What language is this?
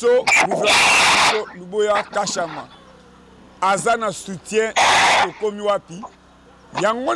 Lingala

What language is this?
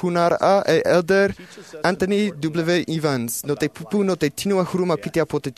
Tahitian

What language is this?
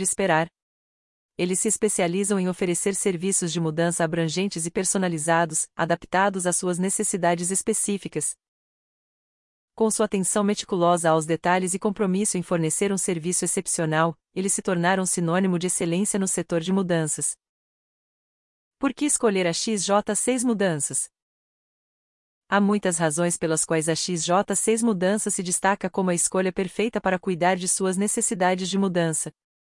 Portuguese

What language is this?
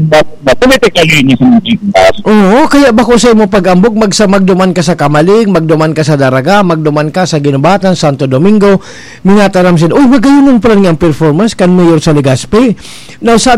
Bikol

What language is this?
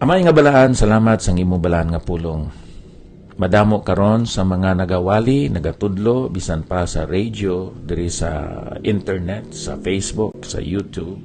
Hiligaynon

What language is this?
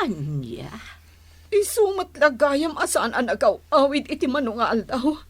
Iloko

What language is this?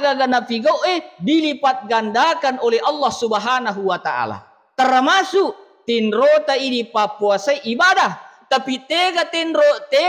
Buginese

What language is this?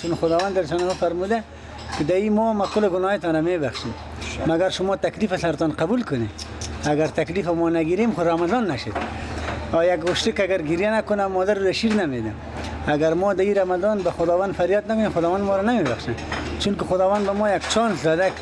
Persian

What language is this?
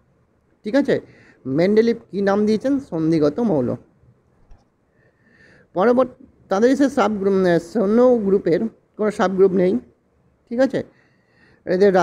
Bangla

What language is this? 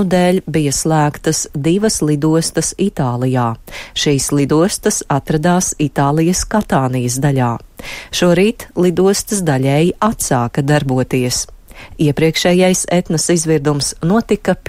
Latvian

